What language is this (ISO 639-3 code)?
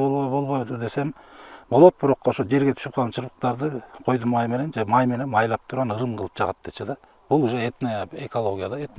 kir